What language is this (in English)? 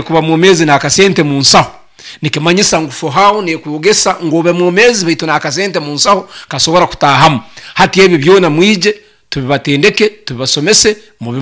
Nyoro